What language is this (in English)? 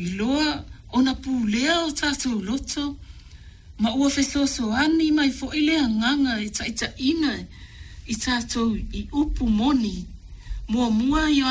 Samoan